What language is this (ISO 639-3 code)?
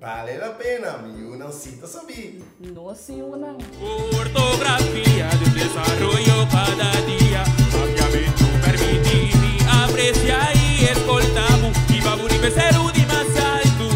pap